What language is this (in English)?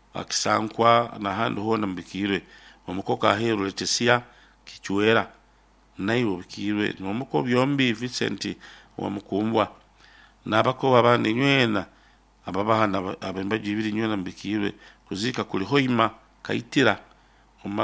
Nyoro